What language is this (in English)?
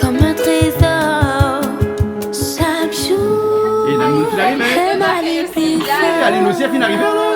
Réunion Creole French